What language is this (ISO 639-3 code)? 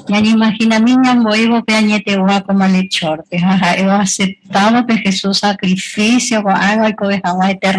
grn